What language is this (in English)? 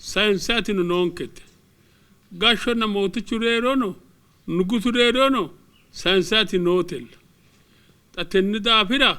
Sidamo